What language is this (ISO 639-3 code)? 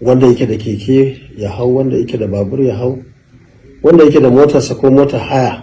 hau